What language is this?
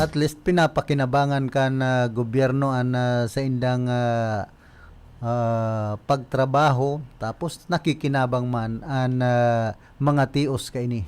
Bikol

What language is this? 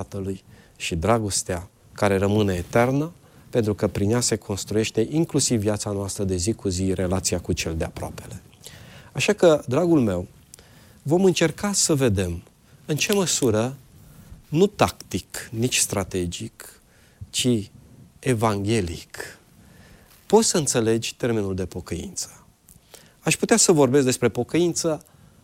Romanian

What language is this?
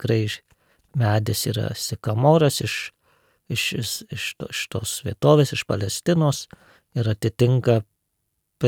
Lithuanian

